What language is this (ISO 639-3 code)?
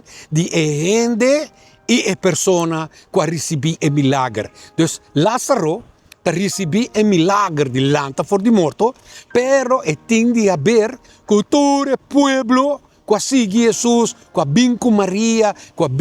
pap